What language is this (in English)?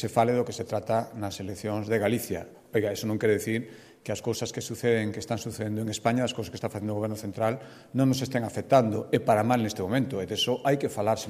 Galician